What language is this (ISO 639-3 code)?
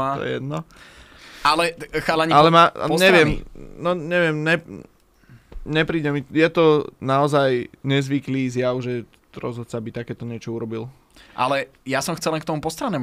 slk